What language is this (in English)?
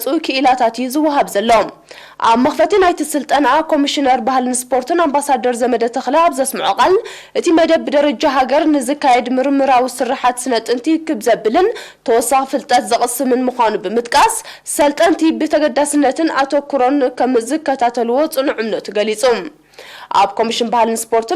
Tigrinya